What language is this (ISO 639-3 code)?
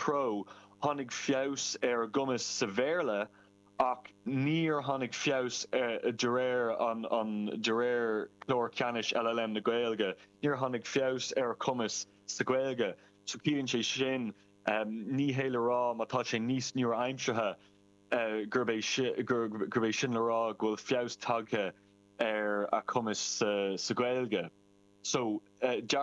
gle